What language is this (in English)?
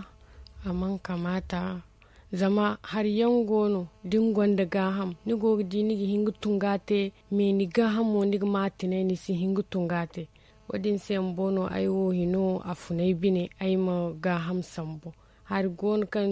Zarma